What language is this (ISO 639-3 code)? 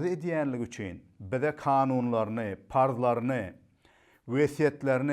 tuk